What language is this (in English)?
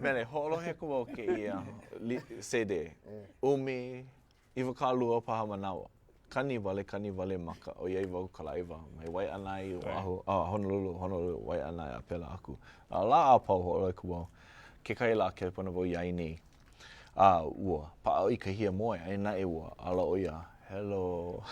Hawaiian